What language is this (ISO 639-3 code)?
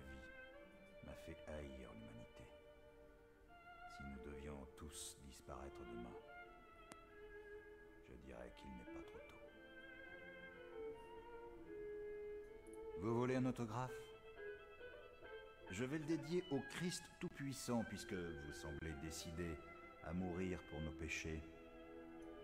fra